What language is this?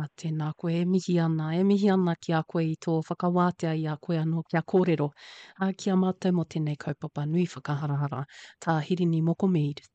Māori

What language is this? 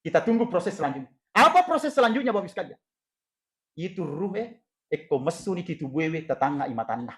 Buginese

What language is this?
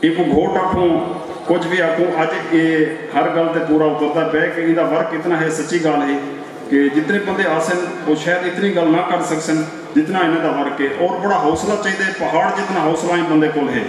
Saraiki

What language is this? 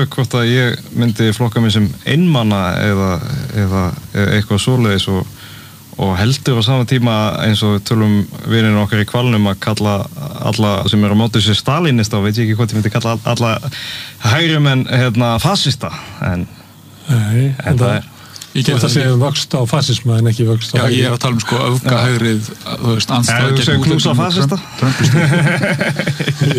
Icelandic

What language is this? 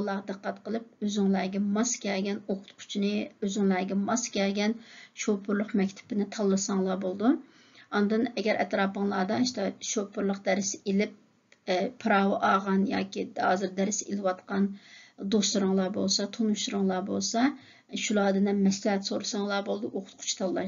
Uyghur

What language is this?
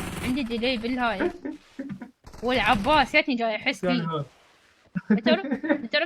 Mesopotamian Arabic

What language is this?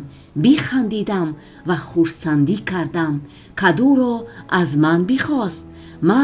Tajik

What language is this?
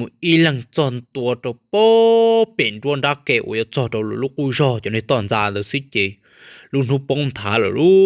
Hmong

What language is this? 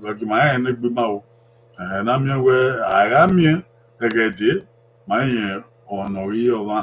Bini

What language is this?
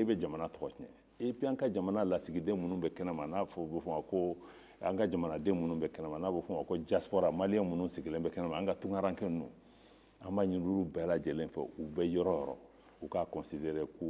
Bambara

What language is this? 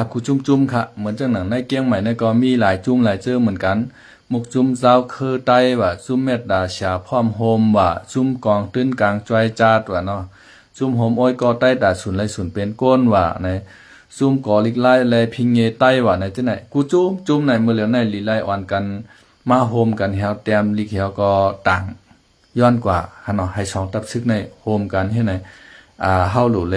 Shan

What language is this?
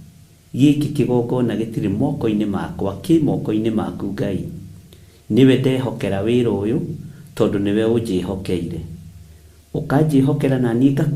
Kikuyu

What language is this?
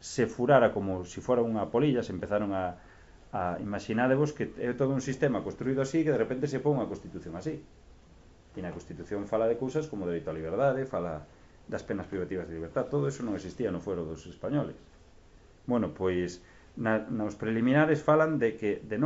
Galician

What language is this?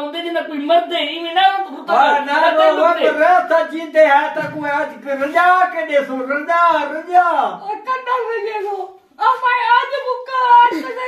Saraiki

